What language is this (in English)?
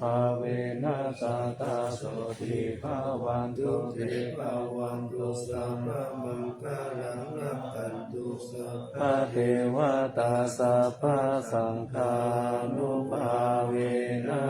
Pali